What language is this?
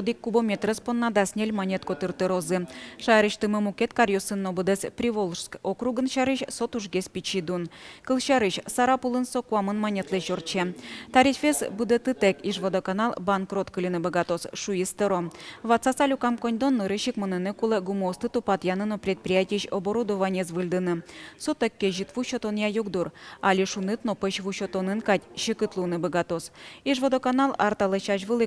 Udmurt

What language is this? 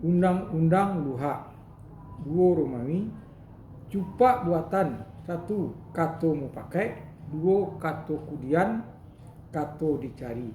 Minangkabau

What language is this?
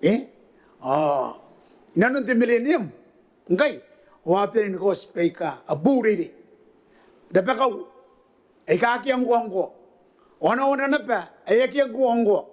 Gilbertese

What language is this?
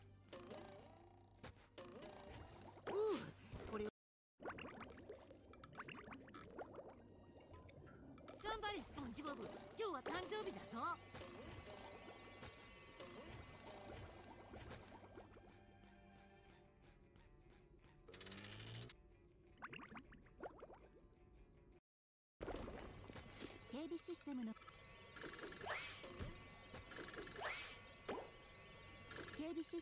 Japanese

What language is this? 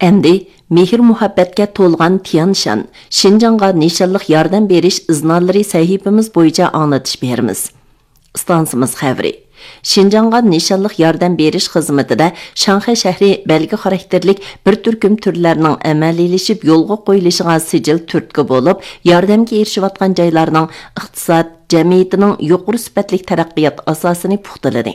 Uyghur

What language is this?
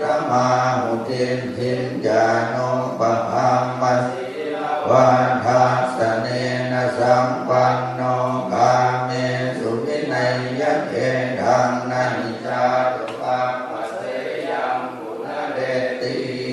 Pali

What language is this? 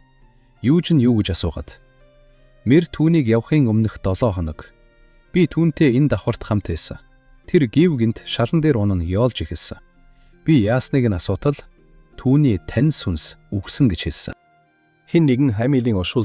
Mongolian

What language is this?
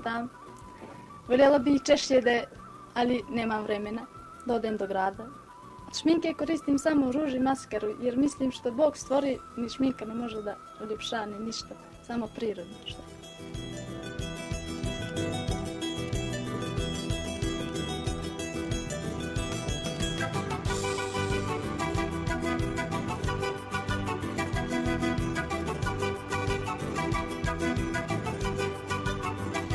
Bosnian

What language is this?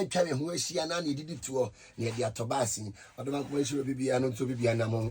Akan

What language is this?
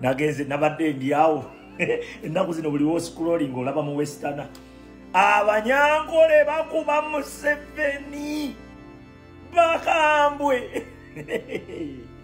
Ganda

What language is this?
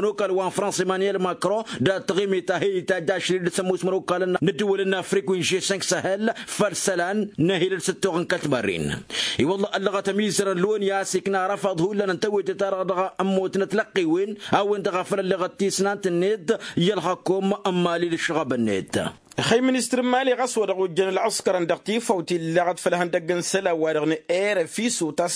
Tamasheq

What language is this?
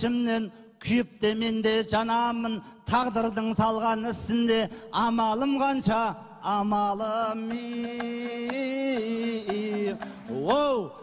Kazakh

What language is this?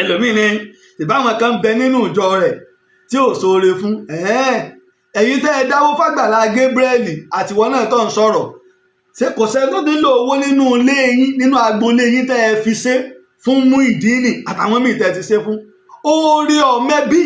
Yoruba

